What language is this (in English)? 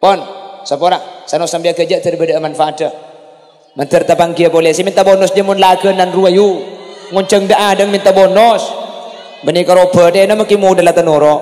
Madurese